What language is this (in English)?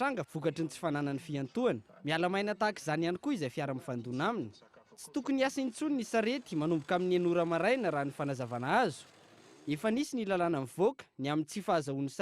Malagasy